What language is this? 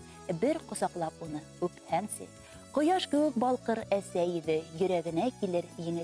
Bashkir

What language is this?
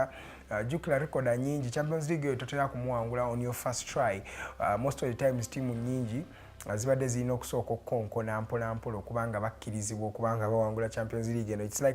Ganda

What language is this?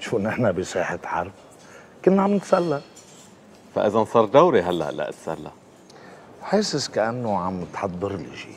North Levantine Arabic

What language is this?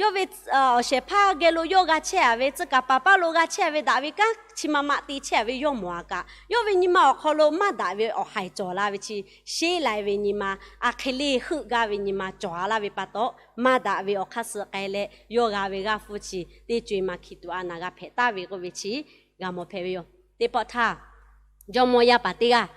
Lahu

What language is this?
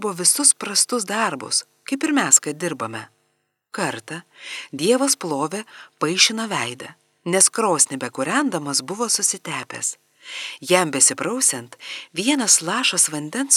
Lithuanian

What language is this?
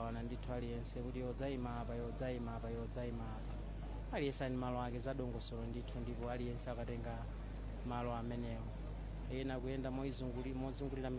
Nyanja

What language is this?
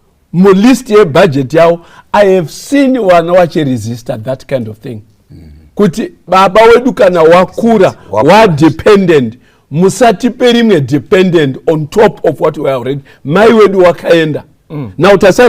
Shona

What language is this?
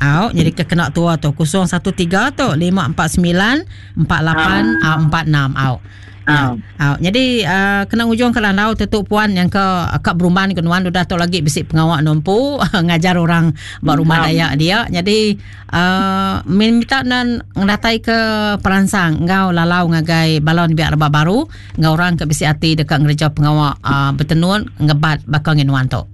Iban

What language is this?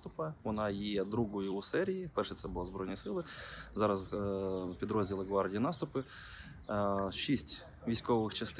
Ukrainian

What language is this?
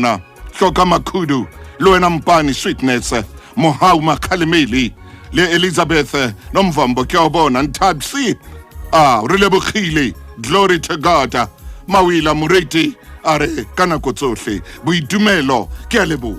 Southern Sotho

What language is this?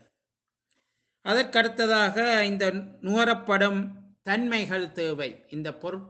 Tamil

